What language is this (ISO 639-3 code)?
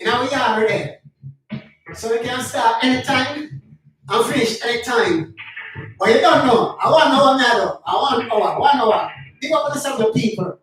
jam